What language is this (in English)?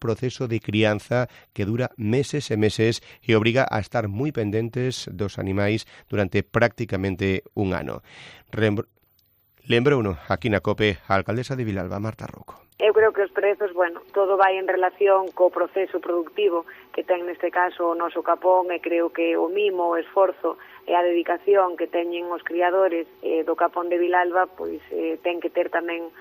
Galician